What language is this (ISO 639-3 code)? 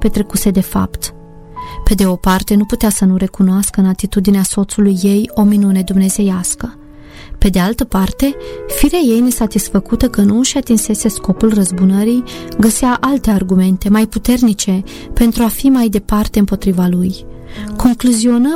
ron